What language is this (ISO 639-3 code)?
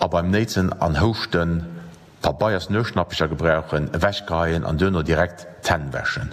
ltz